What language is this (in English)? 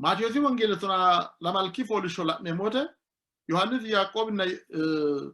Sidamo